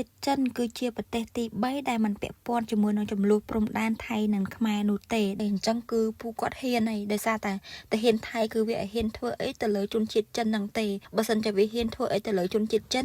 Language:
Khmer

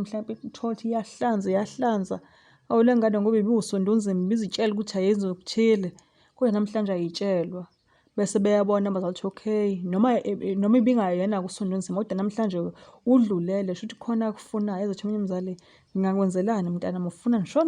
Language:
Zulu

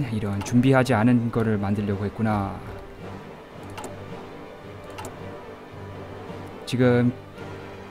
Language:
Korean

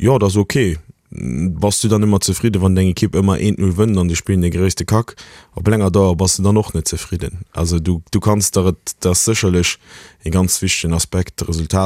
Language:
Luxembourgish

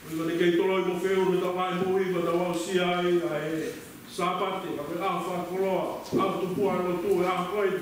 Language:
Tongan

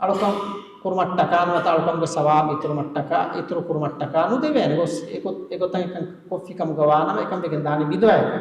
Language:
Divehi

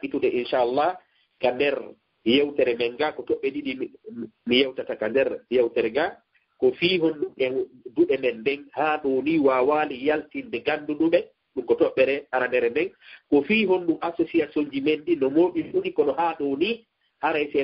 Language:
Fula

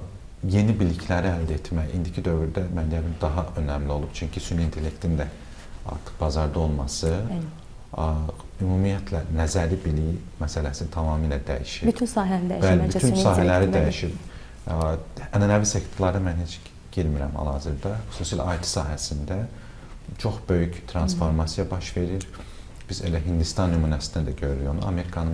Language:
Azerbaijani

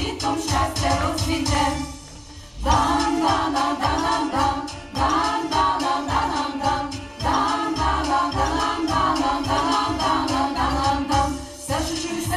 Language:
Ukrainian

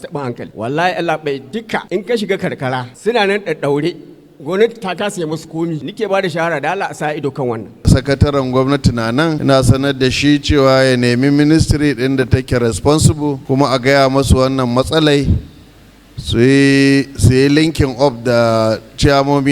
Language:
Hausa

